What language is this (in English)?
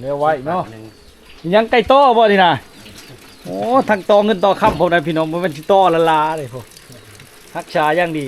Lao